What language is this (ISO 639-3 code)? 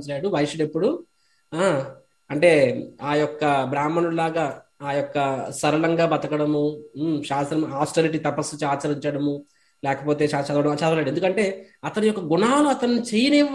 tel